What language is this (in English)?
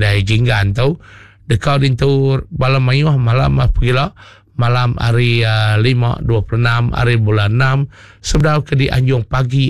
Iban